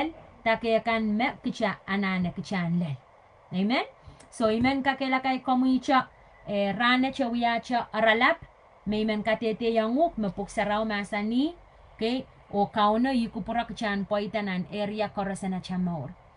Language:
Pohnpeian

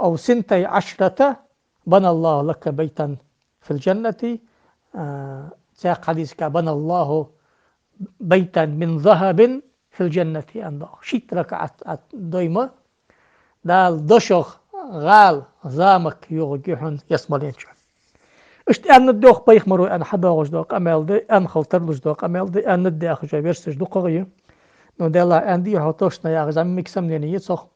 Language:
Ingush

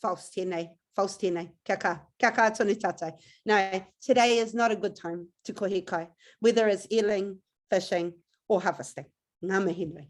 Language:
Māori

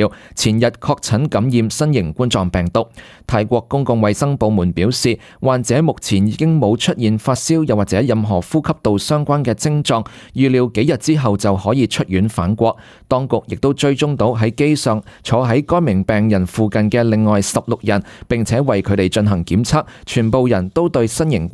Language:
Cantonese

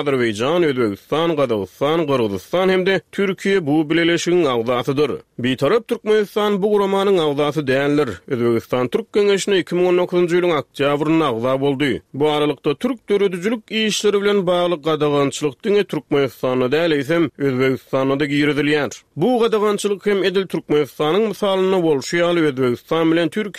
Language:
Turkmen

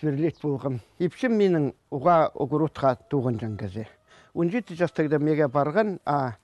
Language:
Khakas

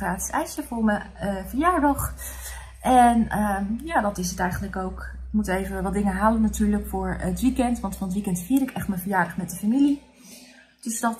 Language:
Dutch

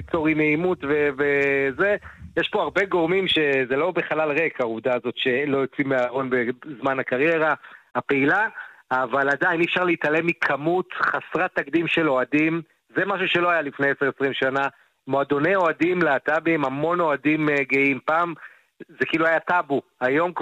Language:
Hebrew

